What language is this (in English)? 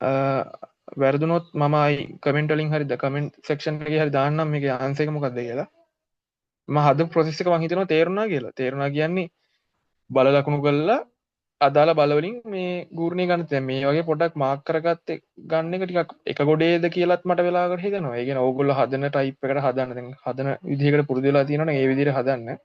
Sinhala